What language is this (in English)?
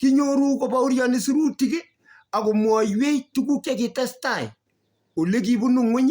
Kalenjin